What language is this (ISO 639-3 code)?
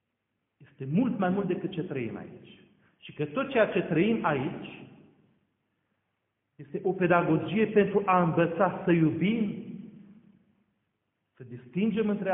ron